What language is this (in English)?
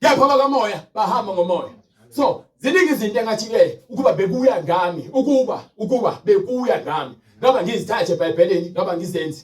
Zulu